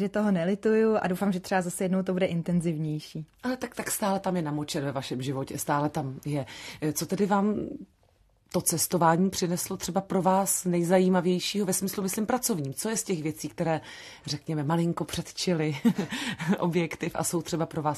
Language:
Czech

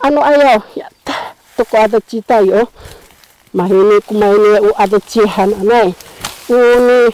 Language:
Sakizaya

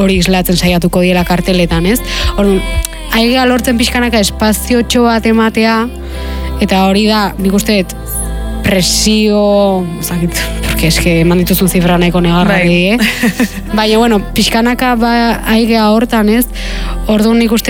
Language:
Basque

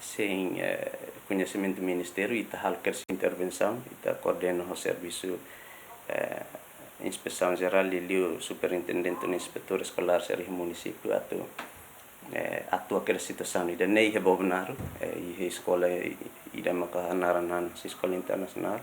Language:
Tetum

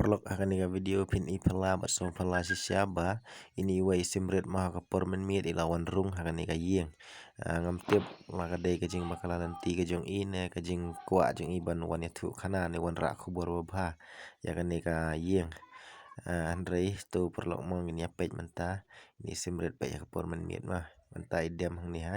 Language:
Khasi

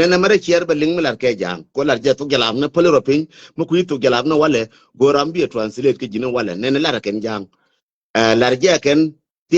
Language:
Nuer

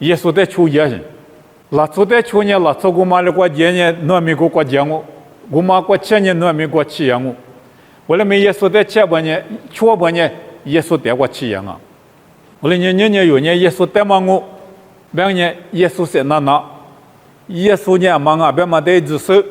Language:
Lisu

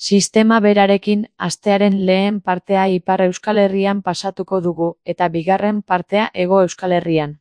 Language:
Basque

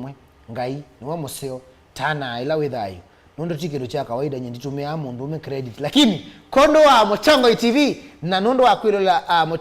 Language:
Kamba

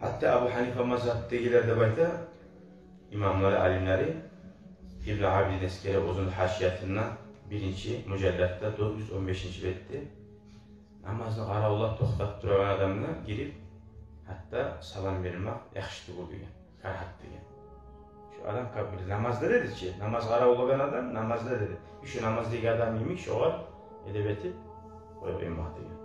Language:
Kumyk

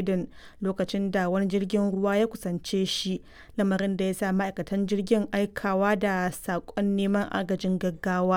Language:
Hausa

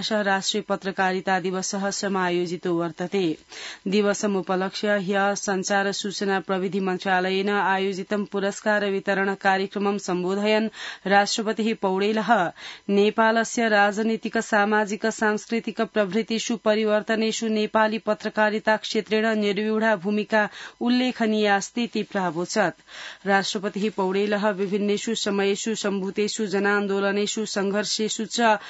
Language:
Sanskrit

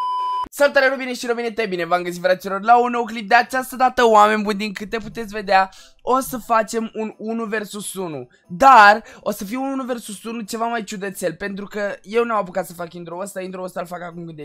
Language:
Romanian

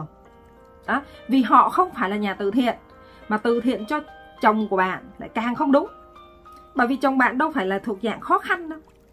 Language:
Vietnamese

